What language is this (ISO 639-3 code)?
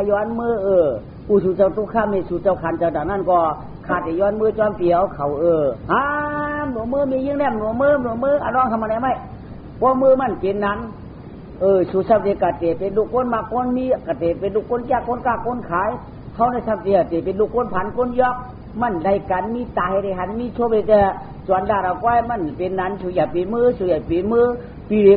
shn